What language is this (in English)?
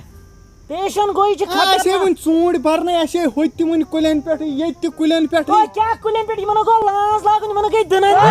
Kashmiri